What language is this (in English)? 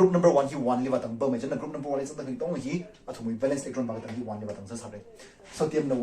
Tangkhul Naga (India)